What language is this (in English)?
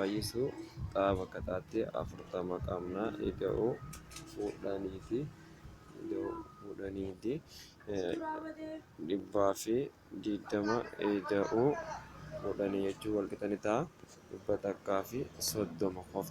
Oromo